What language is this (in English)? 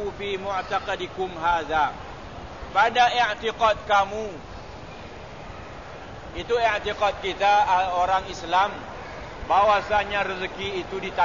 Malay